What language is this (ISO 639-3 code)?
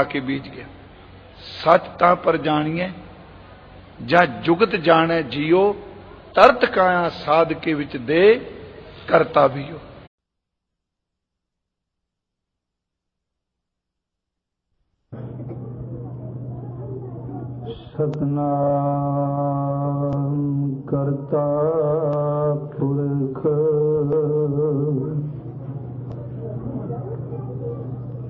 pan